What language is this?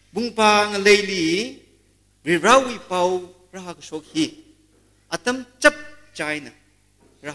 Tangkhul Naga (India)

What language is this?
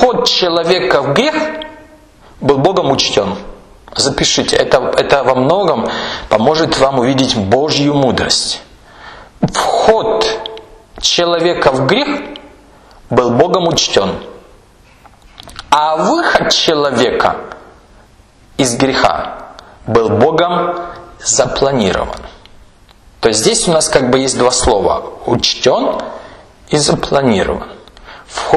Russian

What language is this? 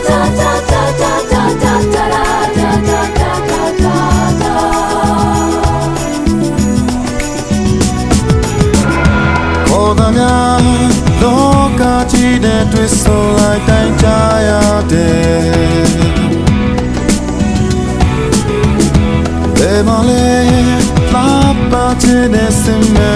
Burmese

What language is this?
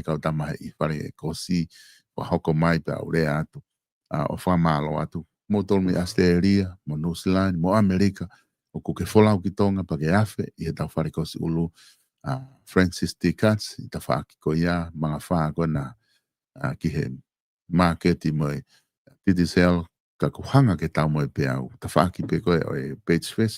Tongan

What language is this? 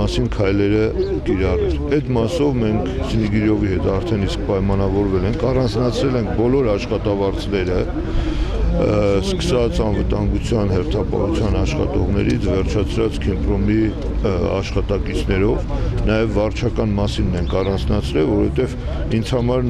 Armenian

